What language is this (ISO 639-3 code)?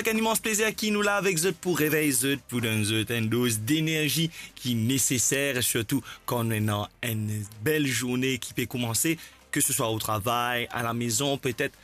mfe